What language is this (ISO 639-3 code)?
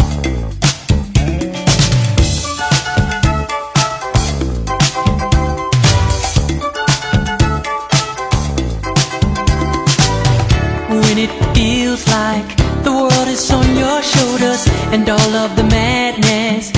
por